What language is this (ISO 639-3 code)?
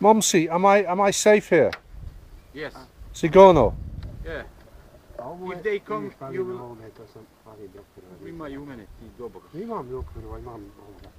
bos